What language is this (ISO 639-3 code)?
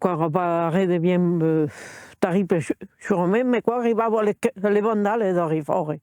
oci